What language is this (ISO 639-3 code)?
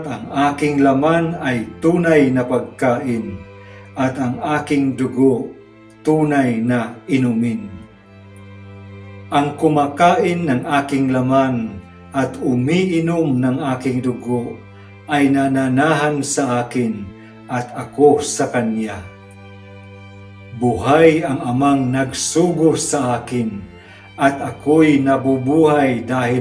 fil